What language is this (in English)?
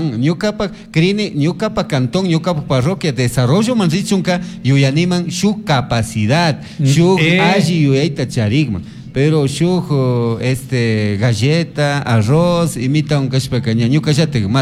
Chimborazo Highland Quichua